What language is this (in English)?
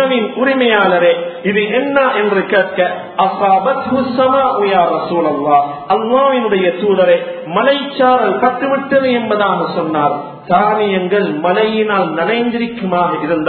Tamil